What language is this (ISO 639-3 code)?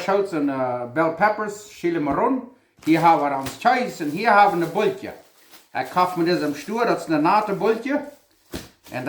pdt